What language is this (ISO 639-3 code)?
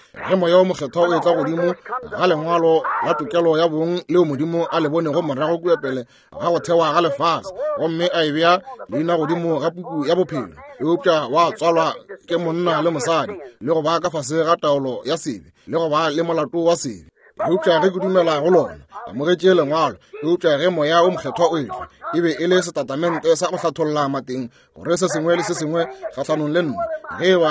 nso